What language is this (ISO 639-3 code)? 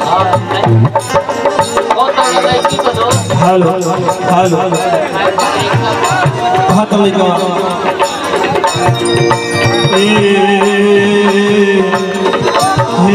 bho